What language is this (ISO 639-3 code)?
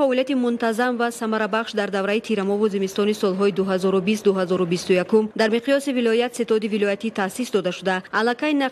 tgk